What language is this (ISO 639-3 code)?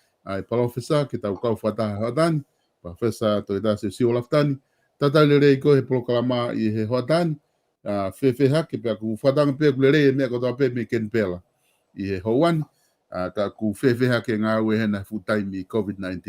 ton